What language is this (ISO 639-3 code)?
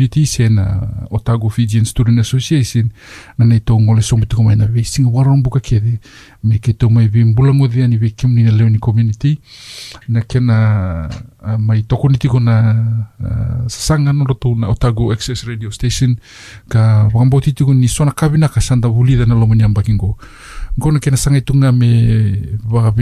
fij